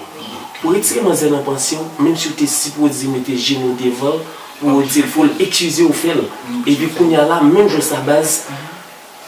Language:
Haitian Creole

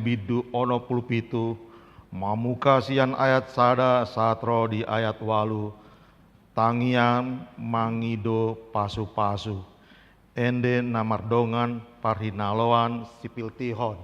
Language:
Batak Toba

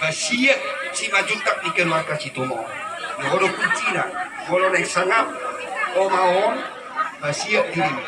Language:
Batak Toba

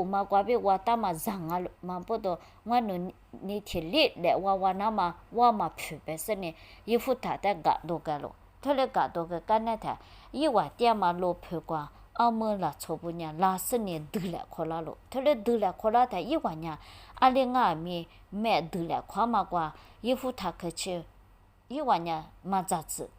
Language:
Lisu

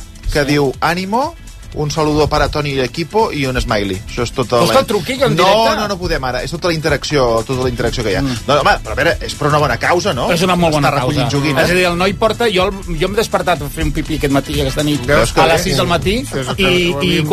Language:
Catalan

